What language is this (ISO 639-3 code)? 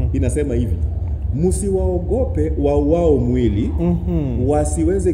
swa